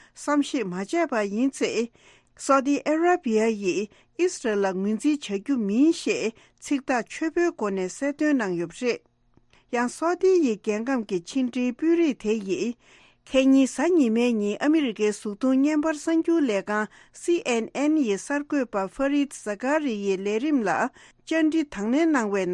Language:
Tibetan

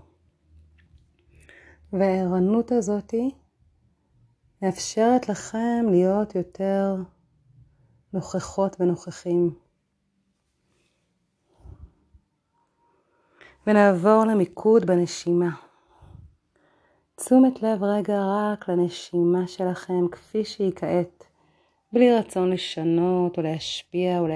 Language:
Hebrew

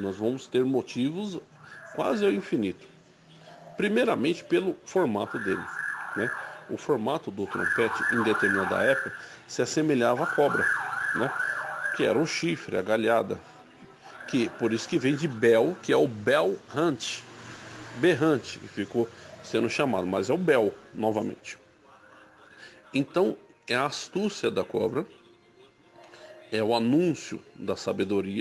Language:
Portuguese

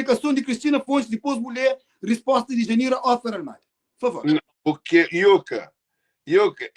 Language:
Kabuverdianu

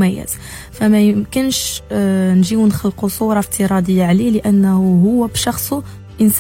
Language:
Moroccan Arabic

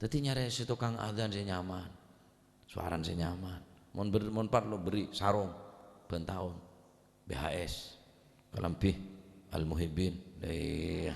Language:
Madurese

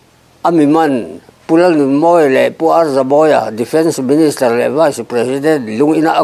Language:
Mizo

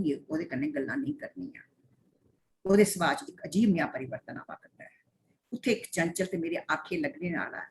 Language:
Dogri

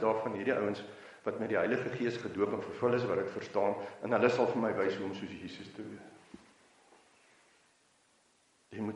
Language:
Afrikaans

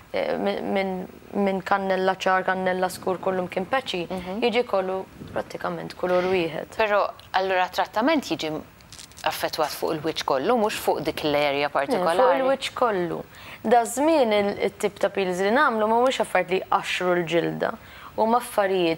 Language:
Maltese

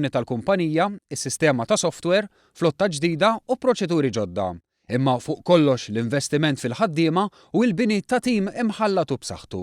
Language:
Maltese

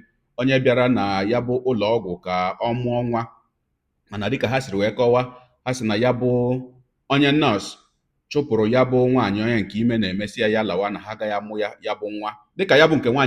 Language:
Igbo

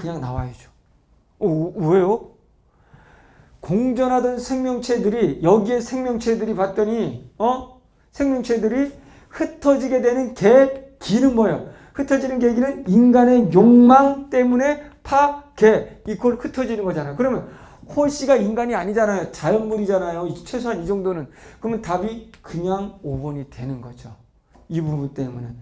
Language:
Korean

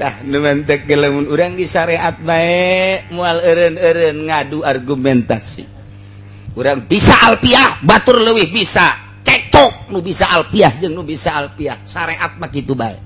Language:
Sundanese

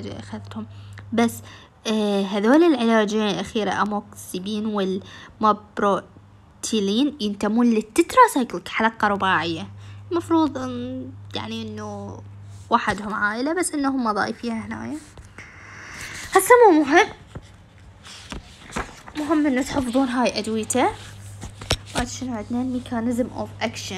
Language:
Mesopotamian Arabic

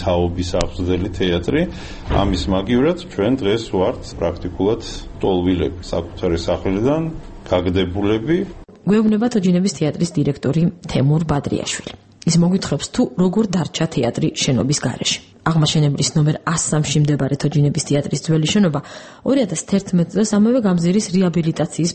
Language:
Georgian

